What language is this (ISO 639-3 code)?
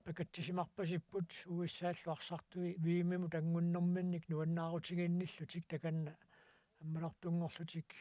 kal